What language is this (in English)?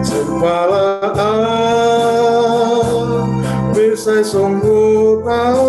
Batak Simalungun